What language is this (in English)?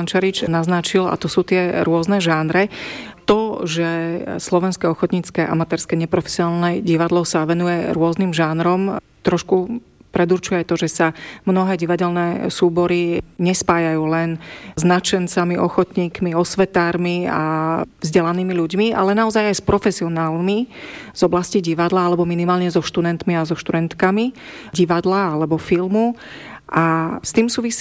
Slovak